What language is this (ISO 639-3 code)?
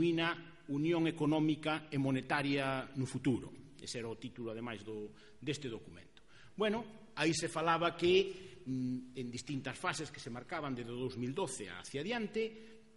glg